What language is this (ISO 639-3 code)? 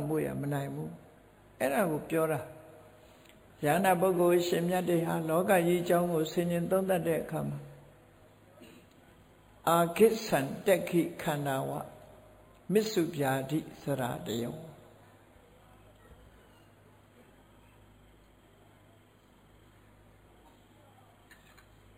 mya